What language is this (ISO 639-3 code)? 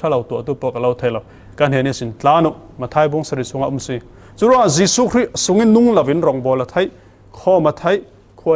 cfm